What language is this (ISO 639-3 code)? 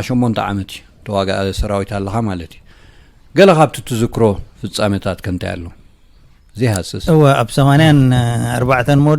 tir